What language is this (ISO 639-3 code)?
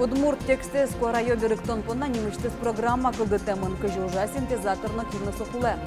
udm